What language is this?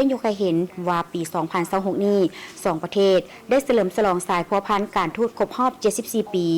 Lao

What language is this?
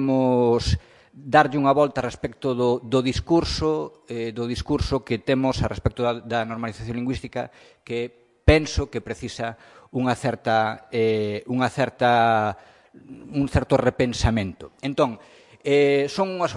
Galician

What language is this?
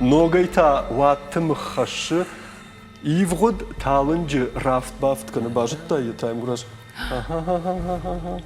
Ossetic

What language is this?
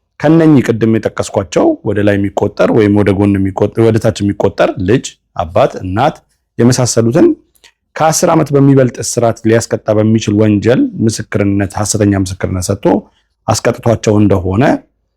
Amharic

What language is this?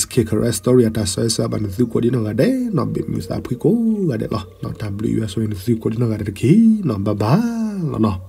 S'gaw Karen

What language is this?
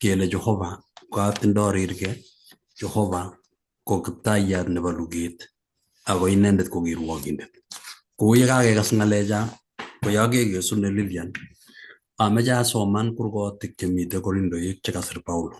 Kalenjin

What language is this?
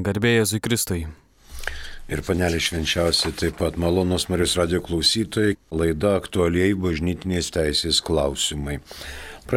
Lithuanian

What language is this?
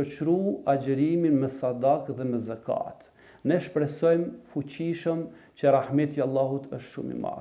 Albanian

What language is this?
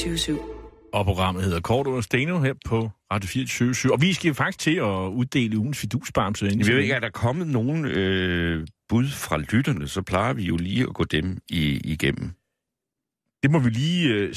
Danish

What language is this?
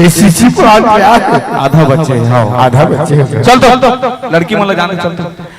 Chhattisgarhi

